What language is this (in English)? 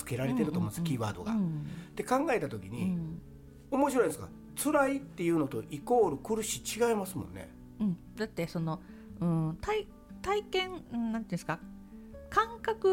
Japanese